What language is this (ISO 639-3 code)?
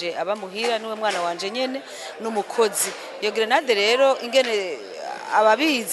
run